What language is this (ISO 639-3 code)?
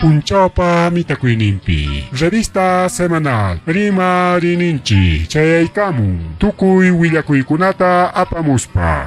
quy